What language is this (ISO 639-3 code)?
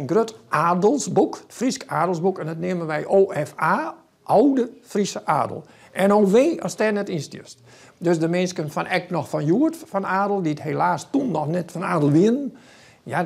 fry